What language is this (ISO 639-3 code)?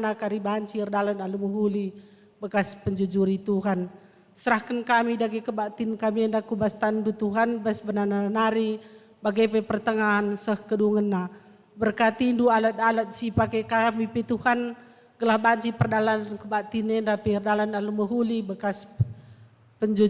btx